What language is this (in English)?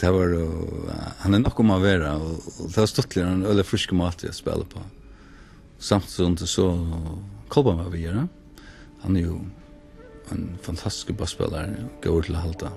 Faroese